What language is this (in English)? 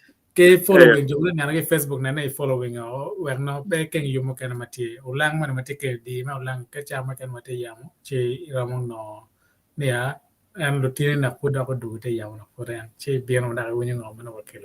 Acoli